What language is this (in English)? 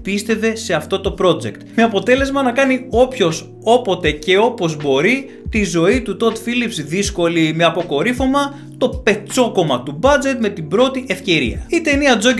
Greek